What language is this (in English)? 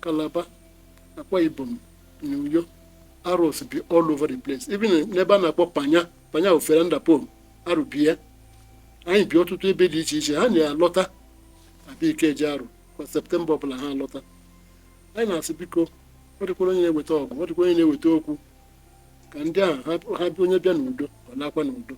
Igbo